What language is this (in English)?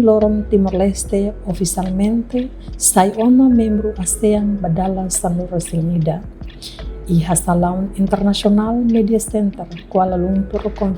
Tetum